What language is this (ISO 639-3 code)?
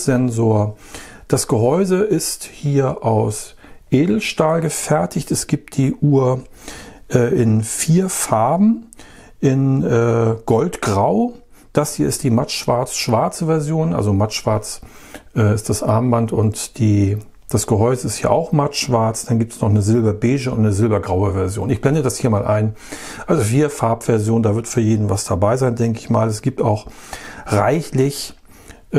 deu